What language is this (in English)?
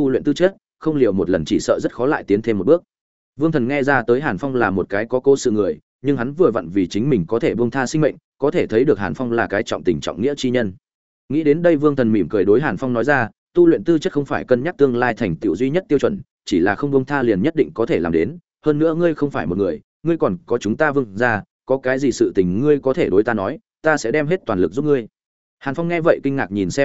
Vietnamese